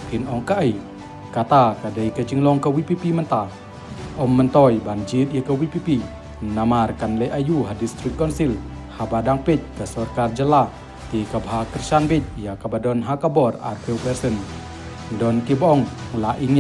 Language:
Khasi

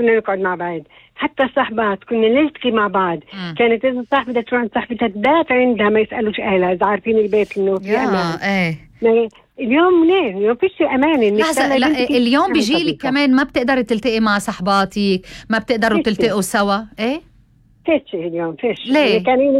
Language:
North Levantine Arabic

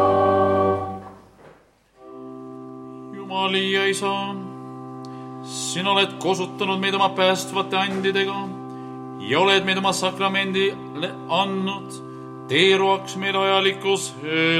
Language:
Estonian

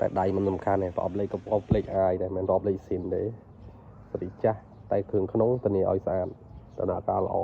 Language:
Khmer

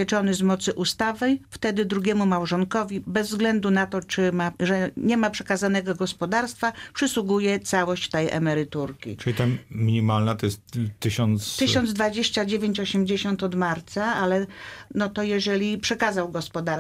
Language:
Polish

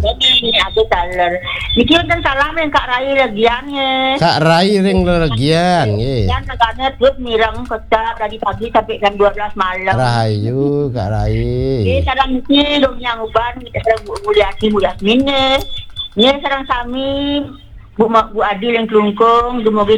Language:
Balinese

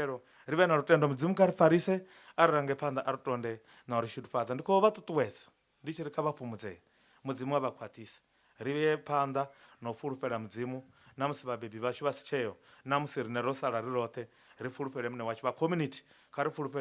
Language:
Venda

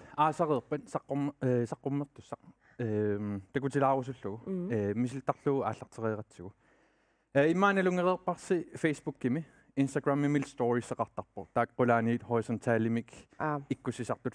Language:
Kalaallisut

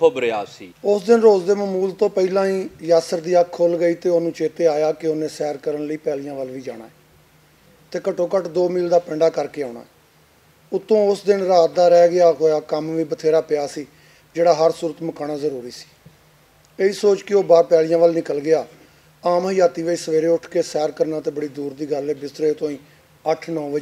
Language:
Western Panjabi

